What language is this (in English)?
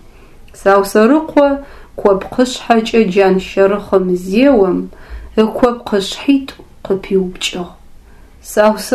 Adyghe